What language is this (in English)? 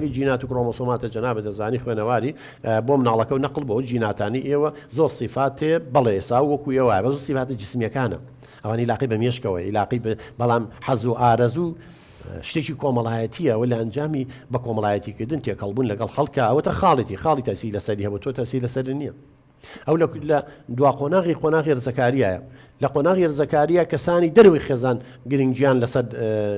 Central Kurdish